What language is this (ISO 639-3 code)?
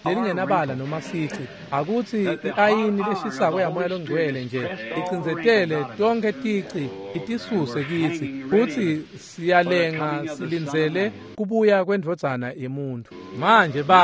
ssw